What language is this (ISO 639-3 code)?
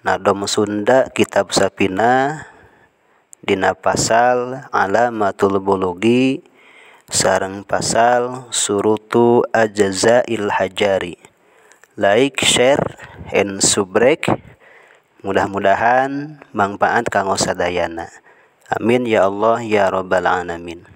sun